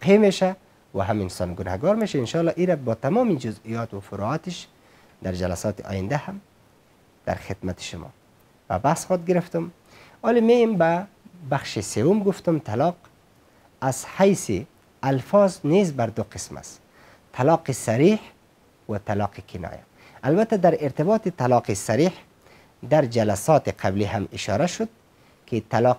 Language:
Persian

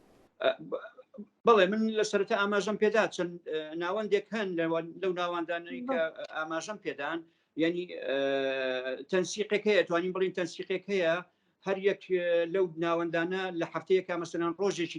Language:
Central Kurdish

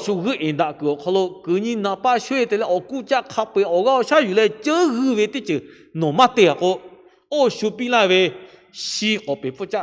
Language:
Lahu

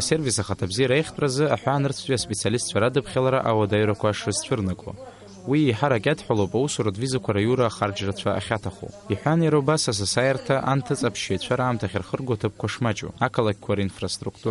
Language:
Abkhazian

